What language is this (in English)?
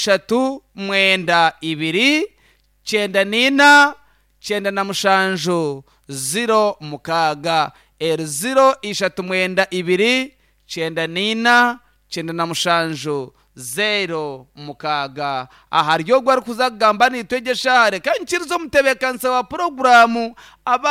Nyankole